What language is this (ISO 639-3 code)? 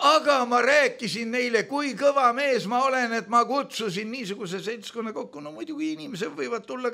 est